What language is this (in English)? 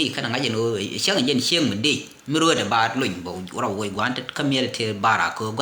Nuer